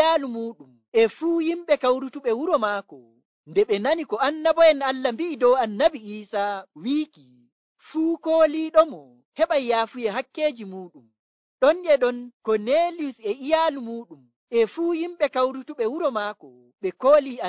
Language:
Nigerian Fulfulde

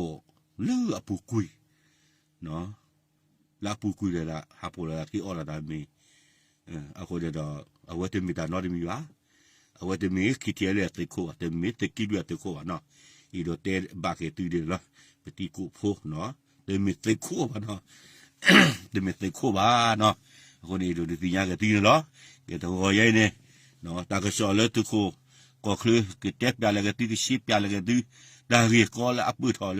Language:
S'gaw Karen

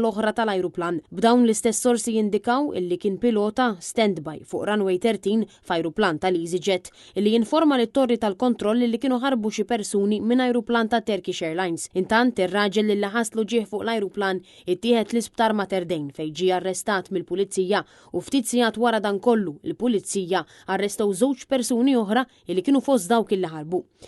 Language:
Maltese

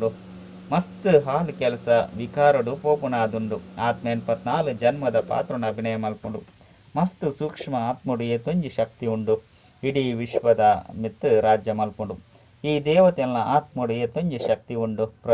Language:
Tulu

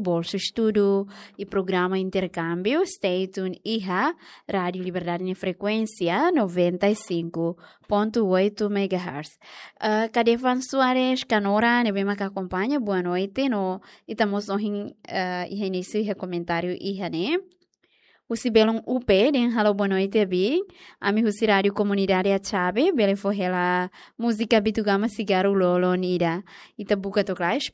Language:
Tetum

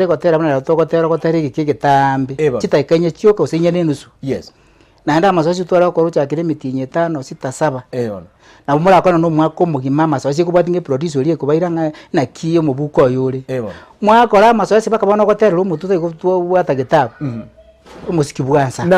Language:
Gusii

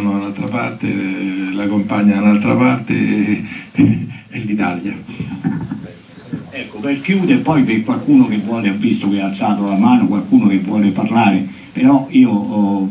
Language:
Italian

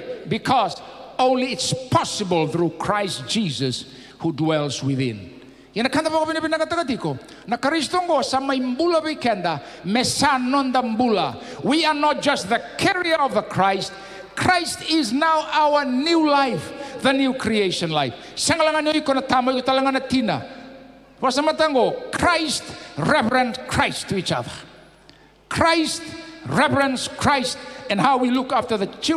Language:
Fijian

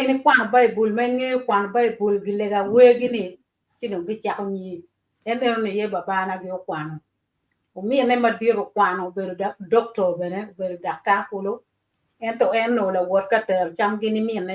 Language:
Acoli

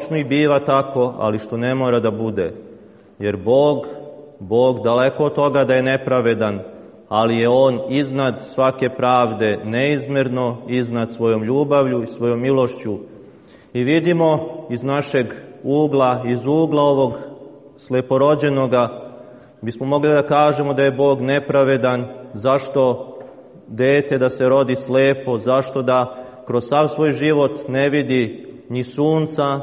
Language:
Serbian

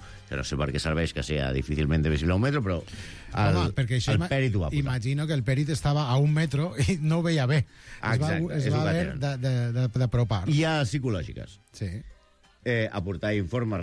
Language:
Catalan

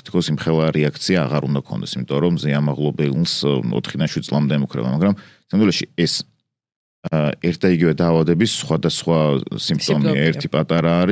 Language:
Georgian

